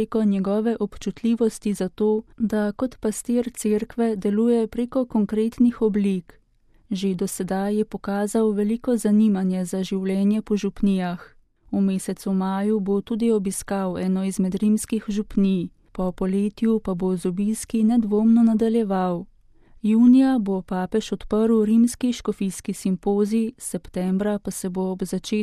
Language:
Slovenian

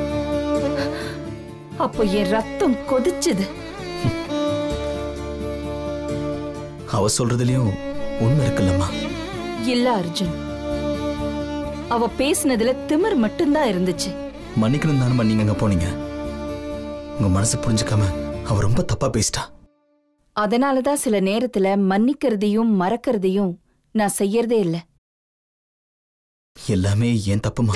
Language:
Tamil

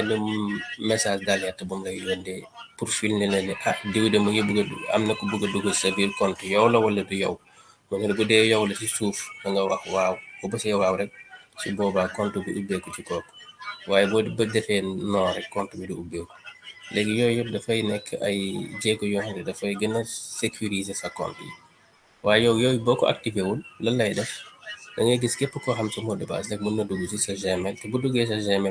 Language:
Wolof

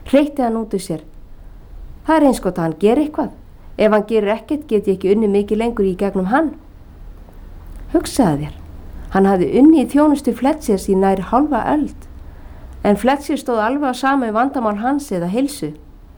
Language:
Icelandic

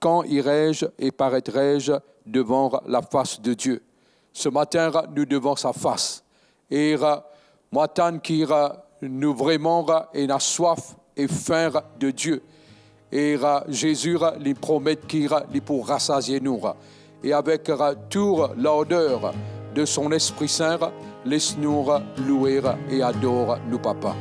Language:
Morisyen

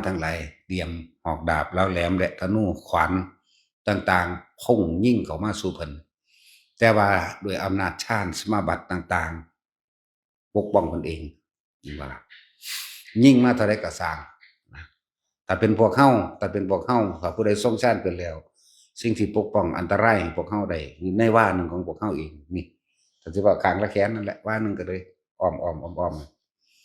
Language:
Northeastern Thai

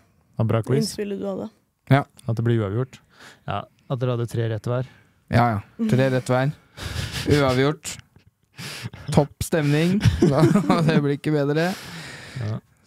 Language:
Norwegian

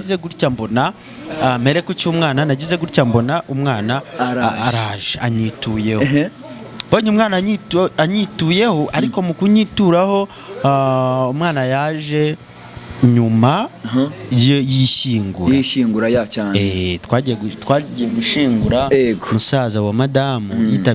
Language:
Kinyarwanda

